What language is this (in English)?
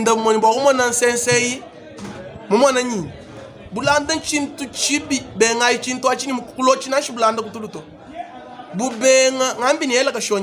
Luba-Lulua